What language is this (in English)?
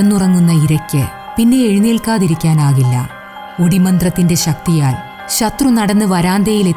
Malayalam